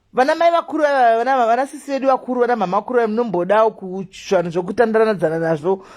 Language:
Shona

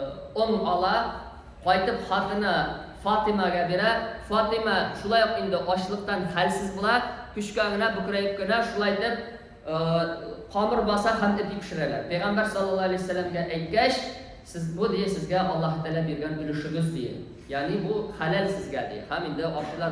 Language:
Tatar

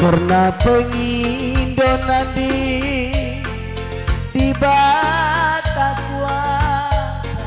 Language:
Batak Karo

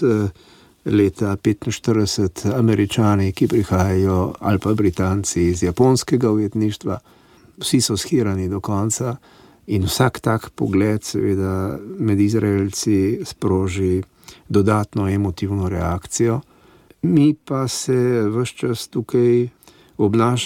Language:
Slovenian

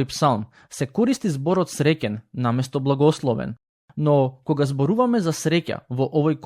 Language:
Macedonian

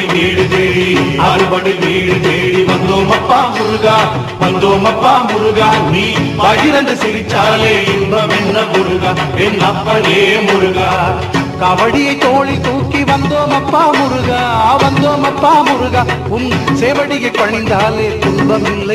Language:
Tamil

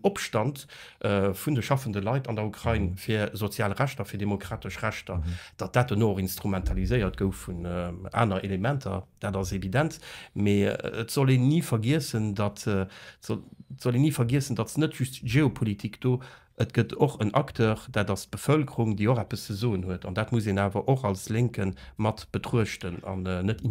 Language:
Luxembourgish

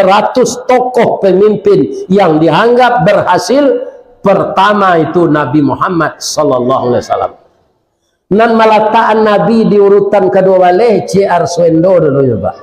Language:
Minangkabau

